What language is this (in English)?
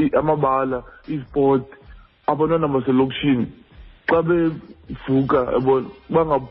Xhosa